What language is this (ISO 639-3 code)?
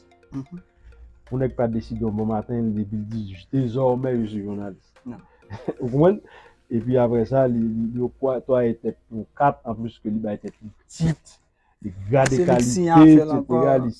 hat